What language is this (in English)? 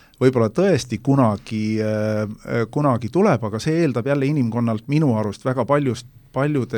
Estonian